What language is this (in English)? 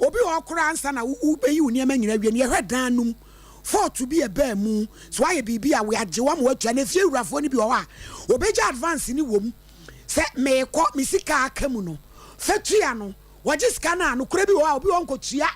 Akan